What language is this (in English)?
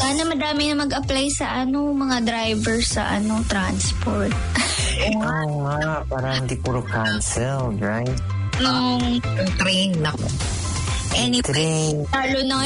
Filipino